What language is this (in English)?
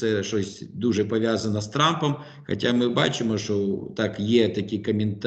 Ukrainian